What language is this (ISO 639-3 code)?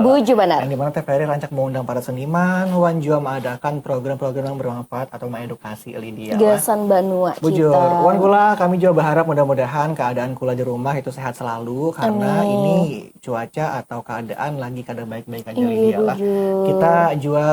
bjn